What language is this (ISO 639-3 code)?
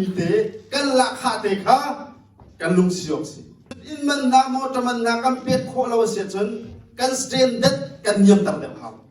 cnh